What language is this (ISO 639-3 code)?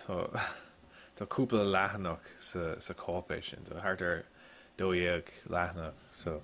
gle